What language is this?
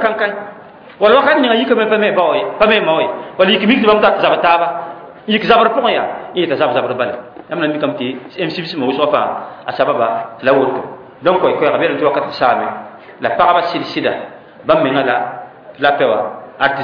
Mossi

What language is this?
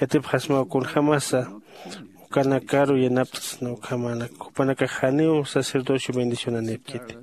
Aymara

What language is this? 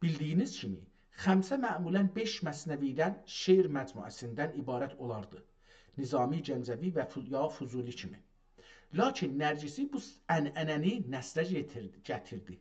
South Azerbaijani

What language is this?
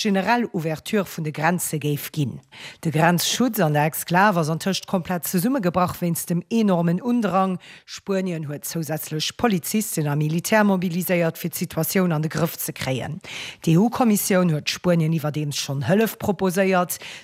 Luxembourgish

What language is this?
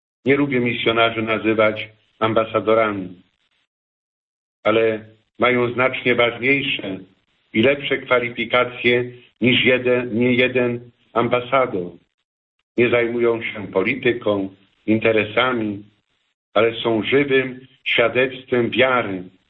Polish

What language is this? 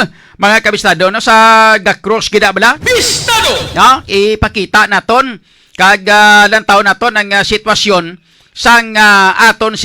Hiligaynon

